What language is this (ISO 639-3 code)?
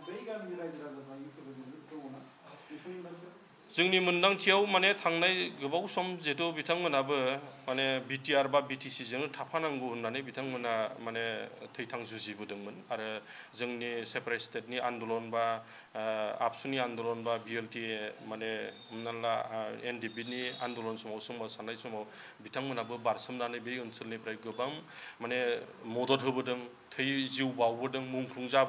brx